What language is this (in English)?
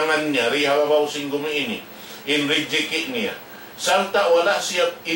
Tausug